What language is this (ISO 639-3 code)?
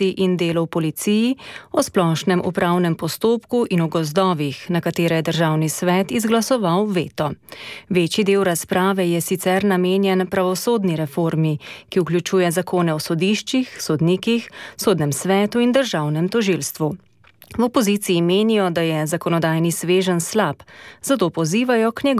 slv